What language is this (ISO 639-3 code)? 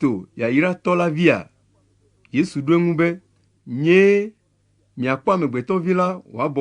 ewe